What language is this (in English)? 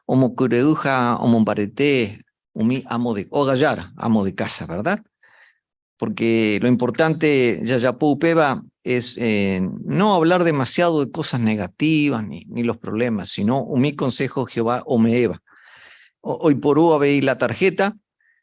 Guarani